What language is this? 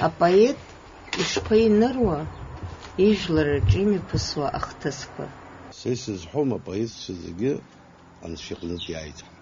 Abkhazian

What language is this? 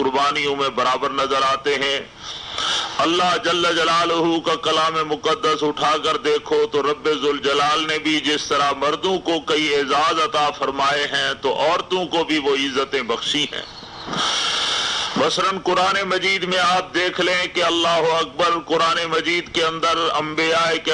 Urdu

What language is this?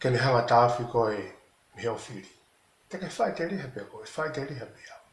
Tongan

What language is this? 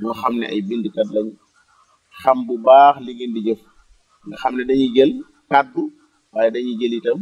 Wolof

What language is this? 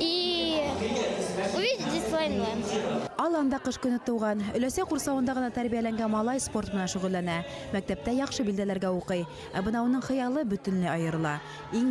Bashkir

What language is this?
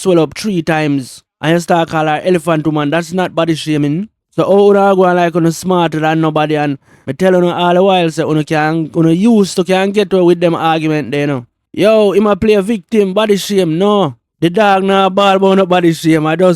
Jamaican Creole English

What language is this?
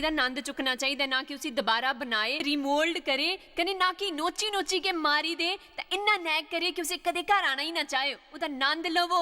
Dogri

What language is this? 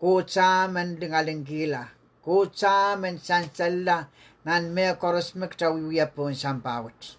Pohnpeian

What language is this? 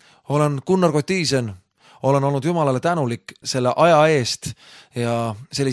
Estonian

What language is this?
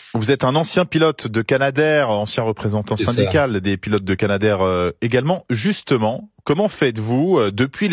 French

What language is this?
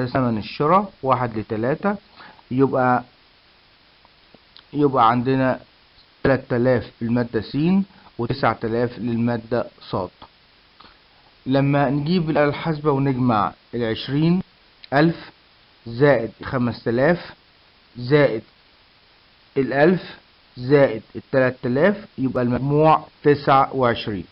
Egyptian Arabic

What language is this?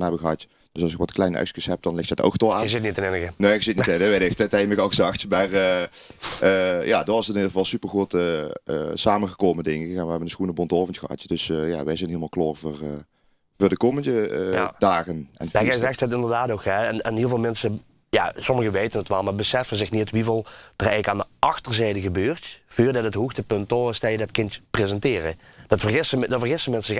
Limburgish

